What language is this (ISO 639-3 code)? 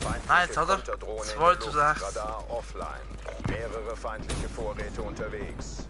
gsw